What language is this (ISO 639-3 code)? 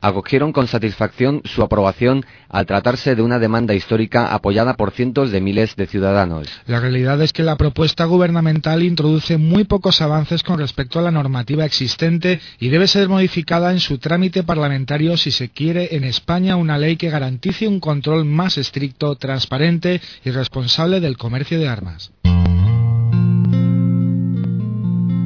spa